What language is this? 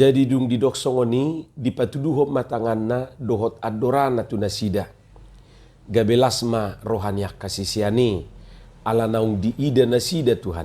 Batak Toba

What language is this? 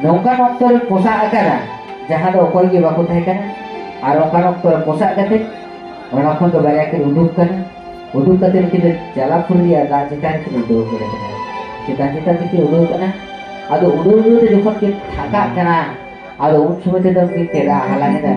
Santali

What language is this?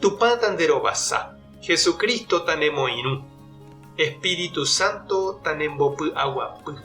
Guarani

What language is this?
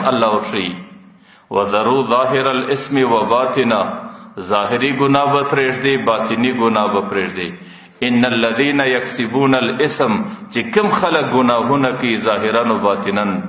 Pashto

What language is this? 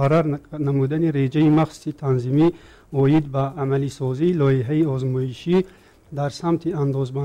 Tajik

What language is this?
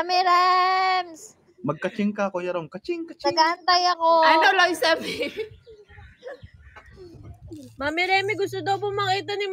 Filipino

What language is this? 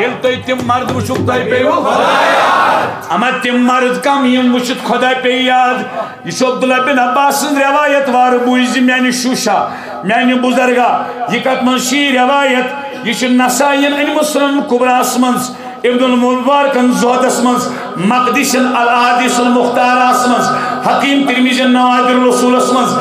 Kashmiri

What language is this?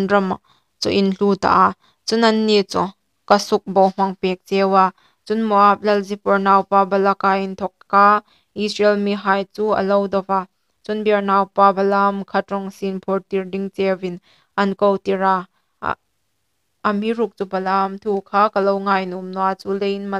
Hmar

